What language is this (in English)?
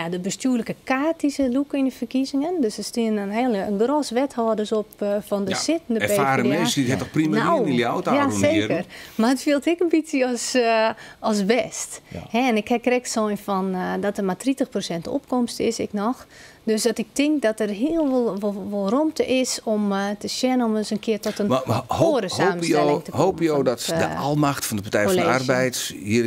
Western Frisian